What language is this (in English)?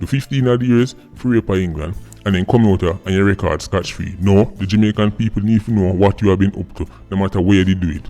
Jamaican Creole English